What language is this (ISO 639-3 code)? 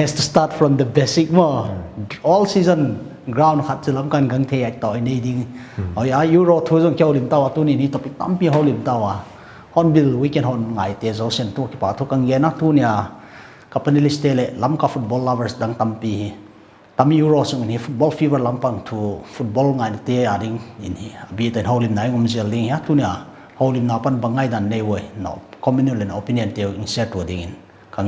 pck